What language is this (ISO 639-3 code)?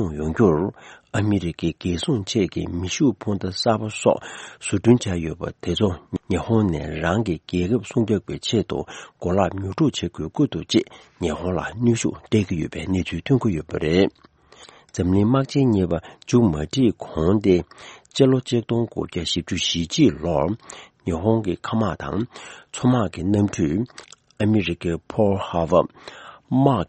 bod